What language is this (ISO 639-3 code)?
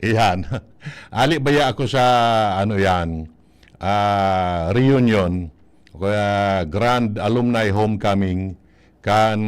bik